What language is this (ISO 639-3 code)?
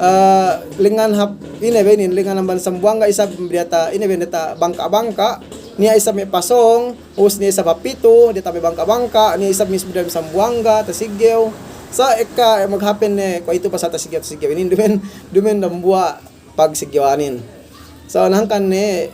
yka